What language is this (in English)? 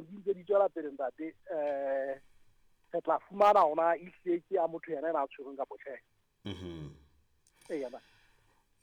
Southern Sotho